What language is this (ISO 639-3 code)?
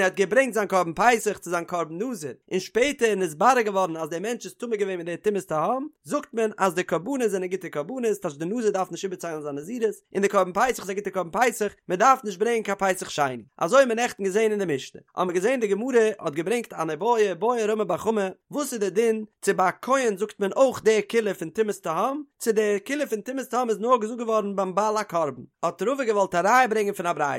yid